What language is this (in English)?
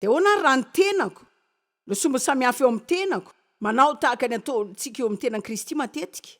Malagasy